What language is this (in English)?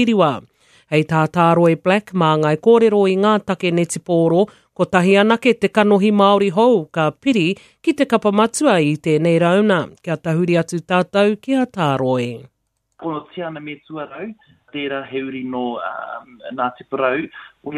Māori